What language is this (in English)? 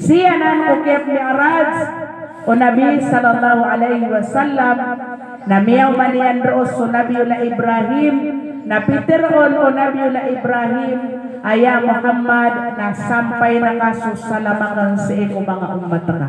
Maranao